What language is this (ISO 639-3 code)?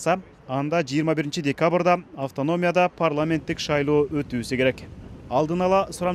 kir